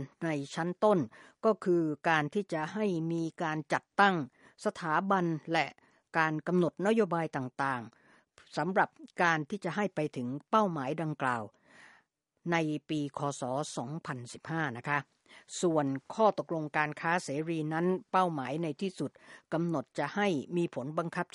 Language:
Thai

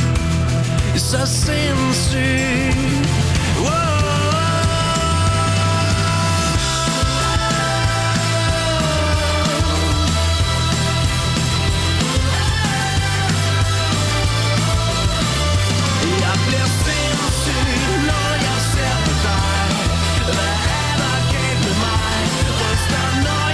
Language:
Danish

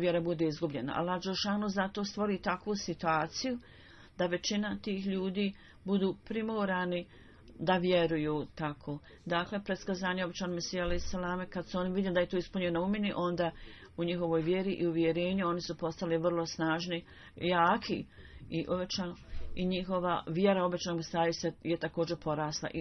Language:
Bosnian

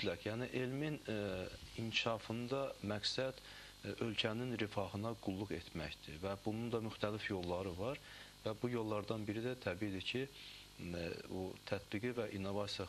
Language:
Azerbaijani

